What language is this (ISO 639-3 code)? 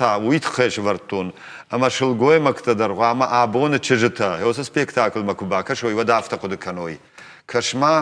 oss